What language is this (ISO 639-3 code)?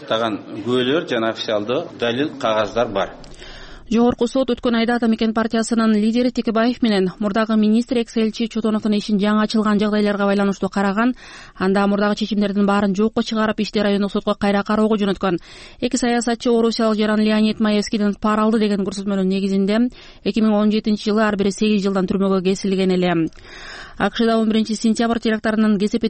kir